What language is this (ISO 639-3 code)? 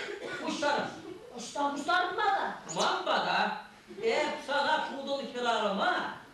chv